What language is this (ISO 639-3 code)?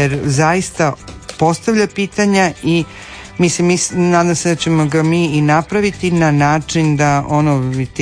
hrv